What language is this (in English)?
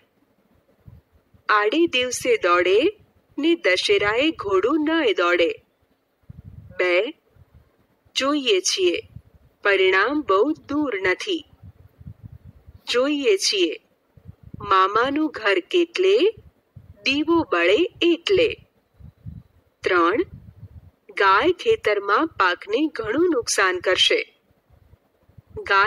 Gujarati